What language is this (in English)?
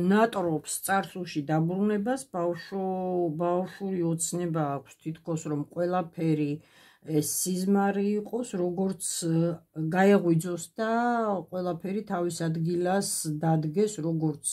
Georgian